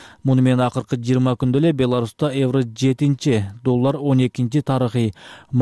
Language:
Kyrgyz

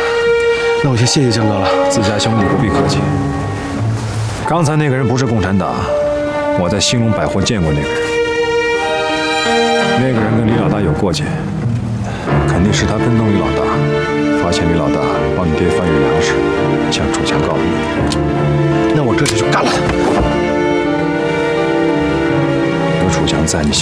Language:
Chinese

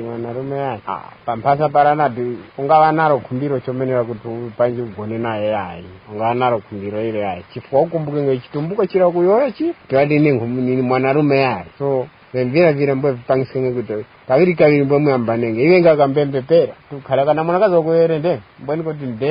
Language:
Tumbuka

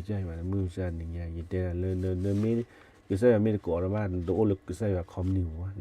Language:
S'gaw Karen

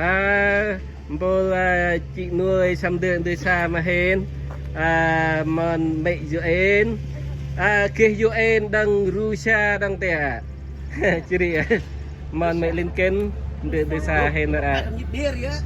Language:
Central Mnong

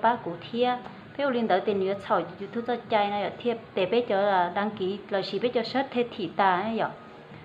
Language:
Hmong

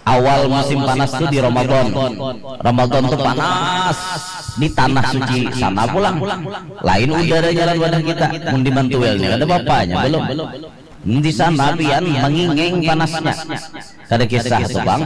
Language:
Banjar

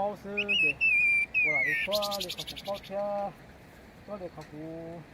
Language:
Hmong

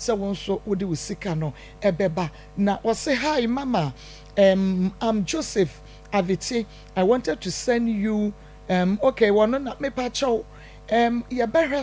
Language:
Akan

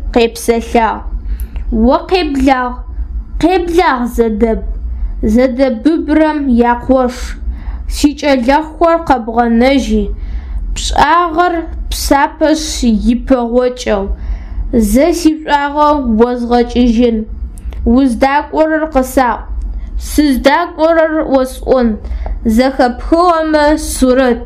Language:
Adyghe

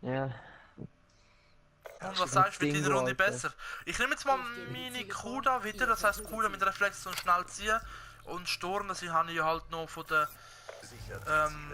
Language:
Swiss German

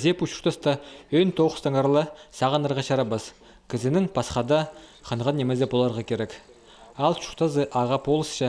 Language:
Khakas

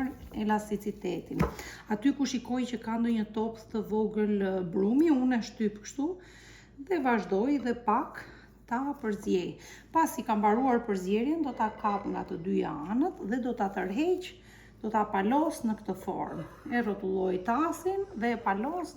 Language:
Albanian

